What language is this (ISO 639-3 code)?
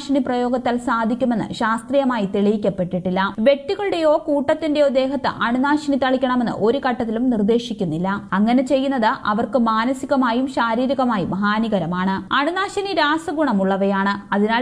mal